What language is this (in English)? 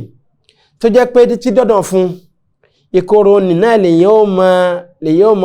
Yoruba